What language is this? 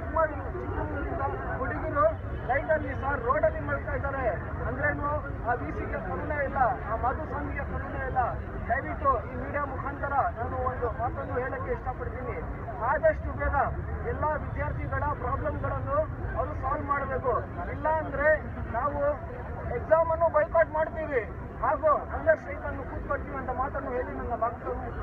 Kannada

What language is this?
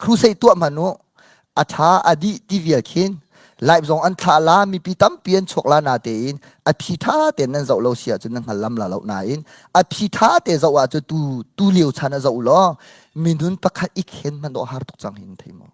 Hakha Chin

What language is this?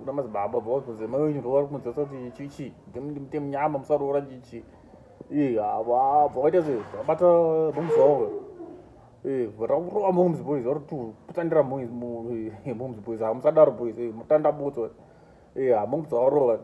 Shona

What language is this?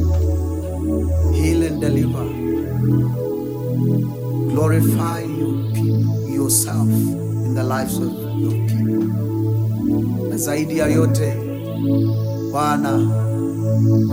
Swahili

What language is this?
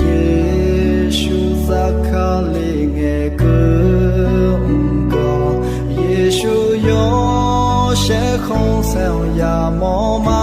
Akha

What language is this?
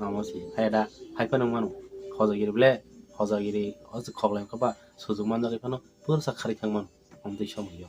Kok Borok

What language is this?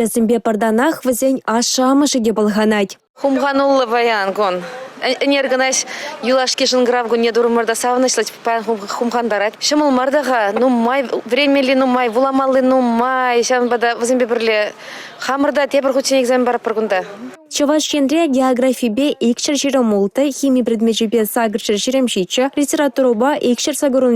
Chuvash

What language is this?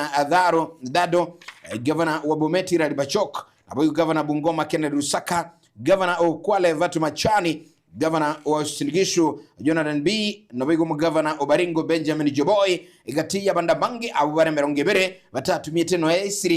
Gusii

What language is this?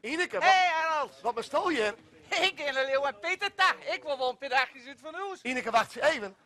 Western Frisian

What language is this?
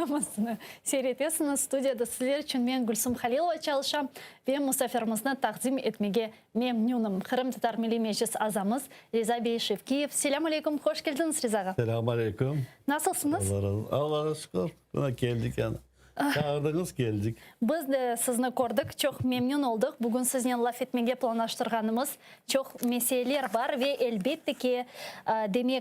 Crimean Tatar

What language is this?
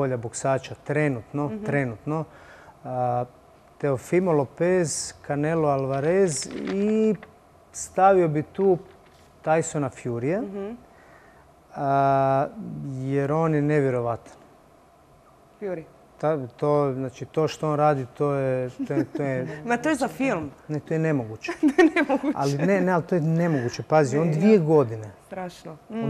Croatian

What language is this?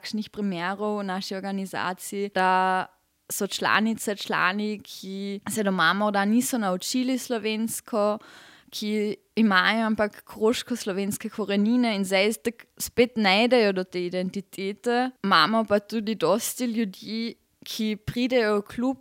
Slovenian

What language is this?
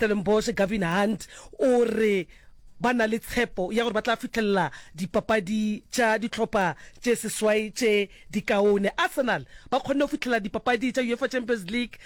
Northern Sotho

